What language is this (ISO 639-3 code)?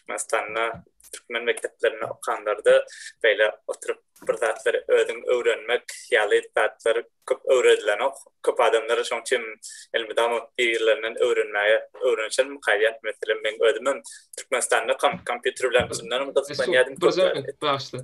tuk